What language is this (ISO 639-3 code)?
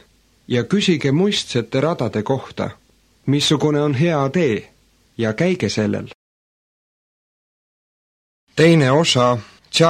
est